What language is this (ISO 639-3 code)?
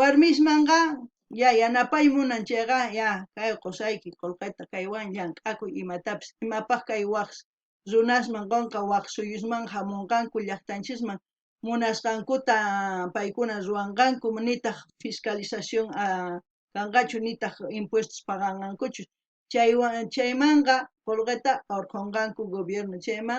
quh